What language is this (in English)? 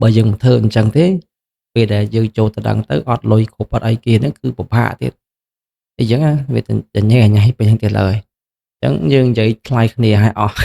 Khmer